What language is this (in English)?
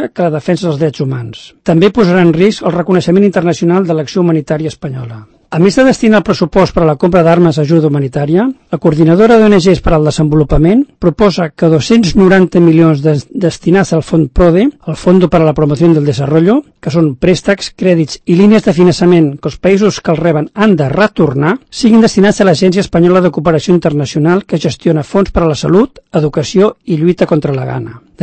Catalan